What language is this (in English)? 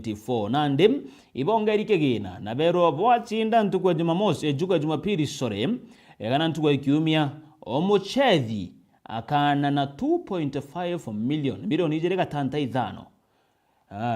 Meru